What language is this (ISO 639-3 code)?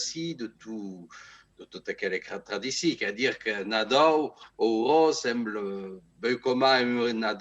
oci